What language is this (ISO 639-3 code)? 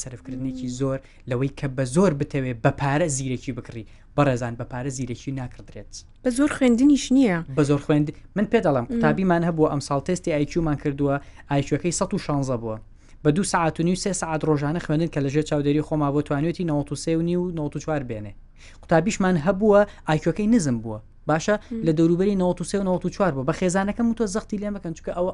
ckb